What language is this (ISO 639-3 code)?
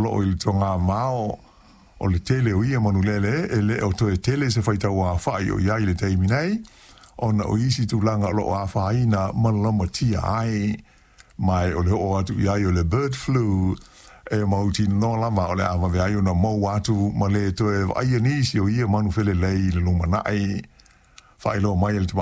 smo